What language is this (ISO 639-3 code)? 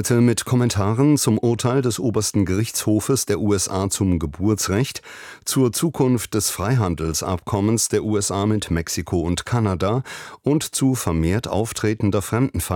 deu